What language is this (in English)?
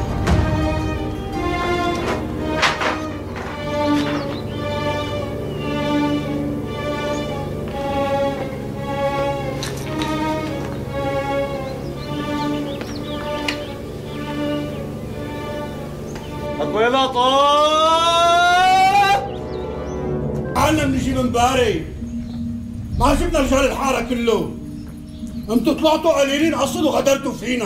North Levantine Arabic